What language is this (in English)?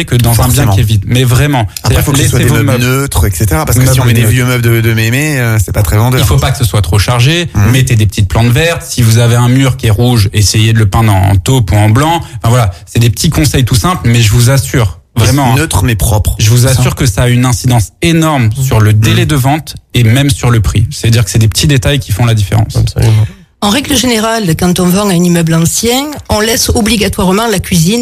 French